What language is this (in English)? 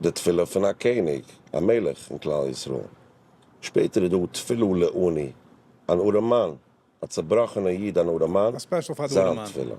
Yiddish